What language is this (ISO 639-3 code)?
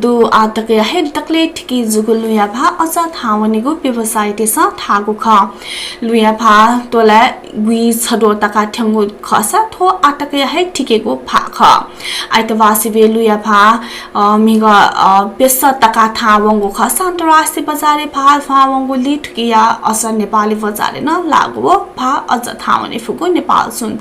new